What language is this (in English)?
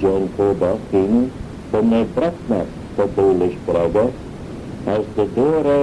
Manx